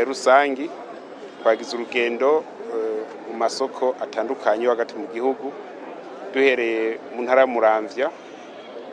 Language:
Rundi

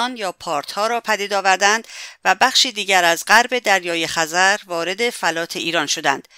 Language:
Persian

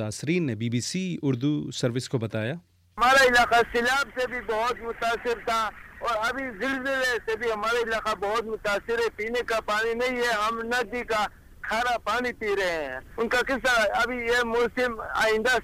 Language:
Urdu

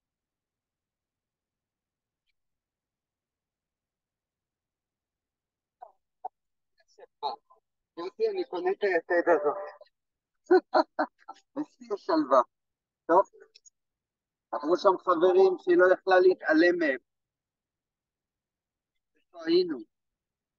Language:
Hebrew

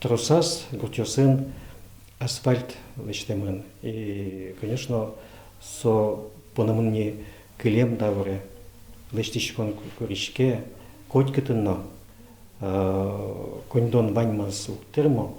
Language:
Udmurt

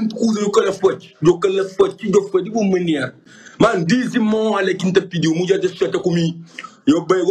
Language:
Kabuverdianu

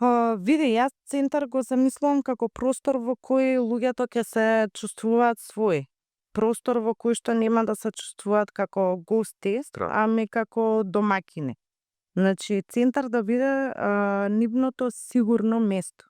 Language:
Macedonian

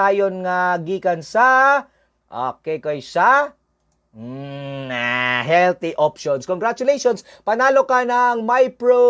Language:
Cebuano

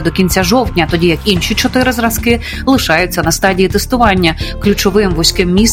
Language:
Ukrainian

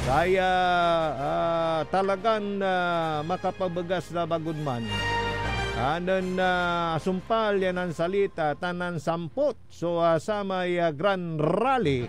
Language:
Pangasinan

